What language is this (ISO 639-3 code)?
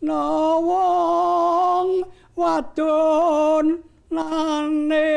jav